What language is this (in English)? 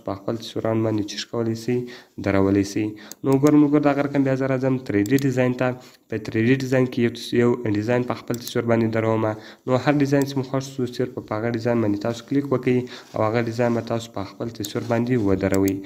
Pashto